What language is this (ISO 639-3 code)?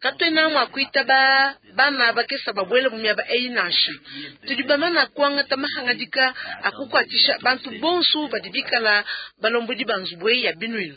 lua